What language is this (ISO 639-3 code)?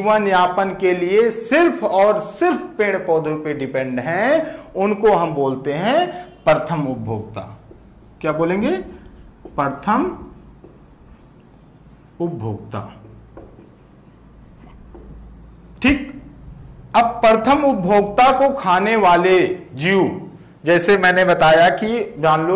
hin